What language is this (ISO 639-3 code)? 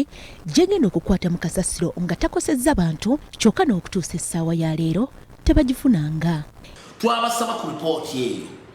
lug